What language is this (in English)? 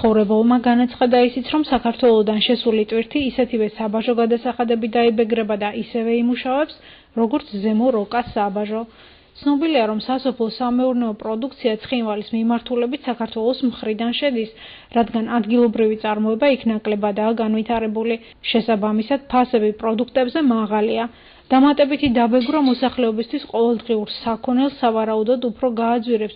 Georgian